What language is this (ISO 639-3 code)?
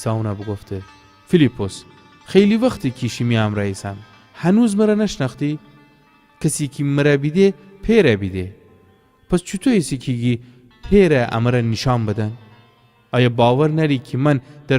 glk